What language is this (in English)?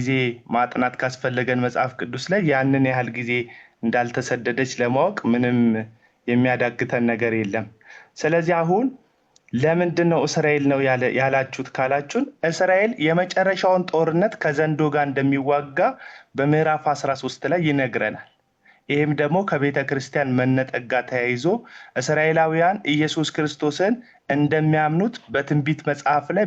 Amharic